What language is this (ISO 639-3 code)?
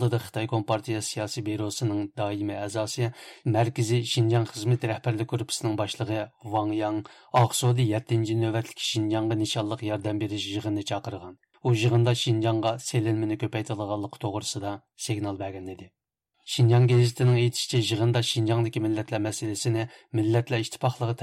uig